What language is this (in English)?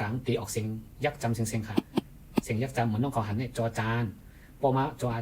Shan